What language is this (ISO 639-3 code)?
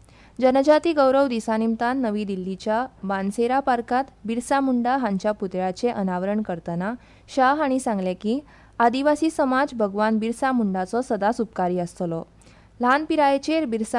kok